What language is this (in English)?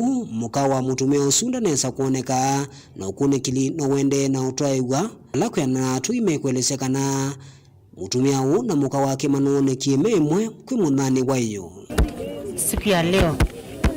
Kamba